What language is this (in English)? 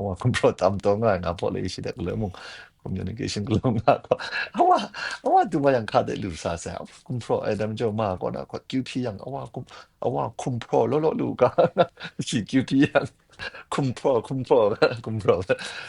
Kachin